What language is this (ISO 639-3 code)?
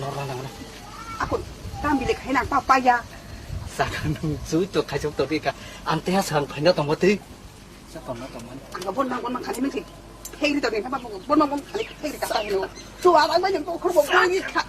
trp